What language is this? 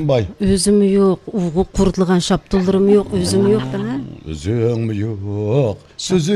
Uyghur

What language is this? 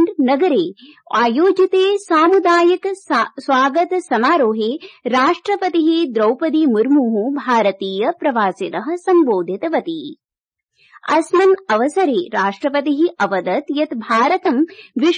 Sanskrit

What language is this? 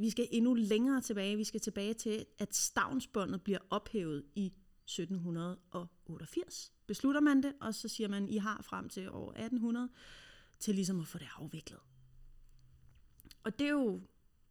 Danish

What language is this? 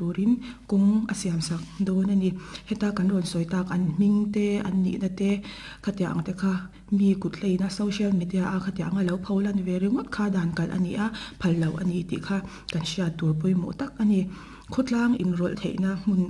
Mizo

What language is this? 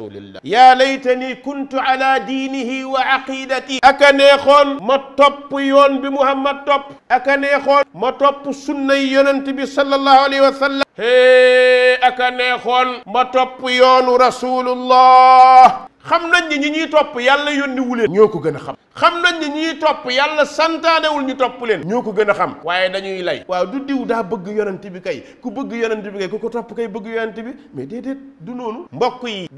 Wolof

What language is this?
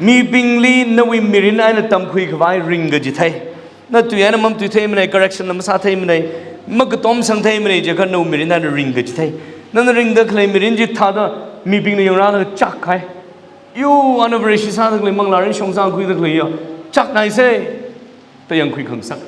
Tangkhul Naga (India)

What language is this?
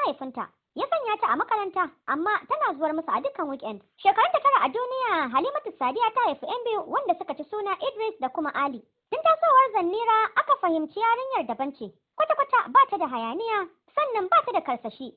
Hausa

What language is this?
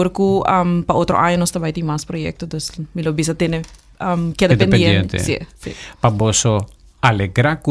Papiamento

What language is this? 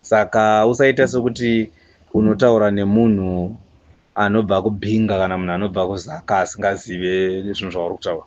Shona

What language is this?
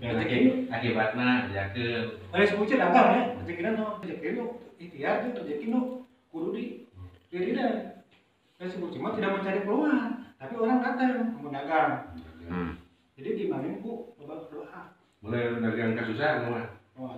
Sundanese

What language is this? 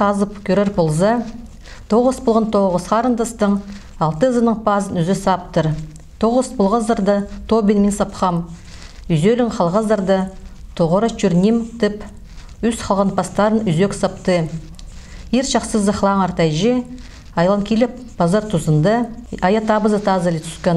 Khakas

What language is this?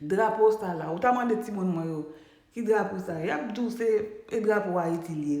Haitian Creole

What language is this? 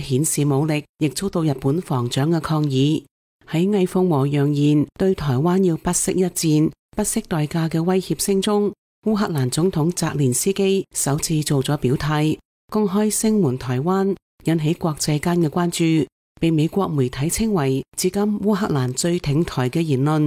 Cantonese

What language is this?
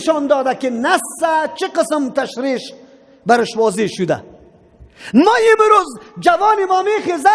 Persian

